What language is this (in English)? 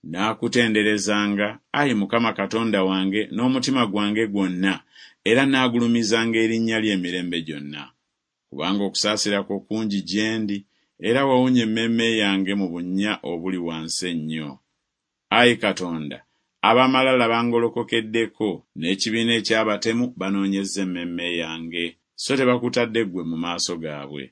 Ganda